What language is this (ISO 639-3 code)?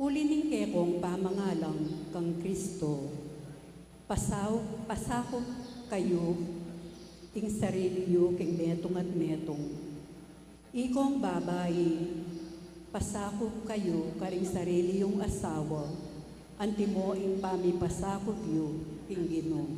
pam